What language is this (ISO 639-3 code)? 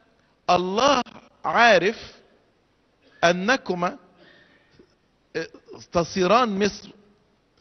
arz